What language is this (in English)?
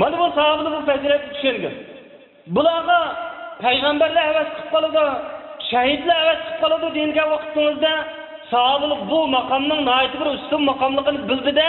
Uyghur